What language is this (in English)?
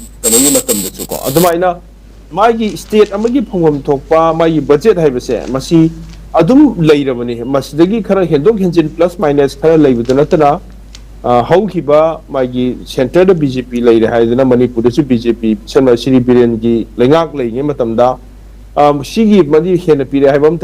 Manipuri